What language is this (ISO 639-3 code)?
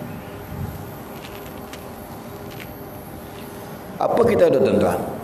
msa